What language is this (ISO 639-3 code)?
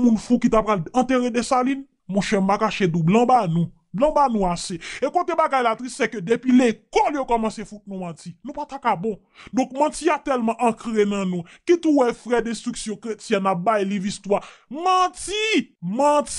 hat